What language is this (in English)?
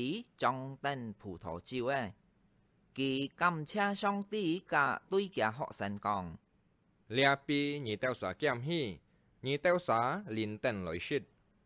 Hakka Chinese